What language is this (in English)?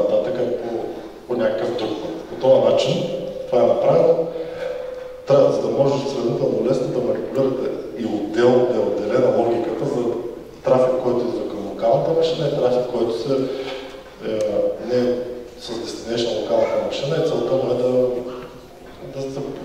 Bulgarian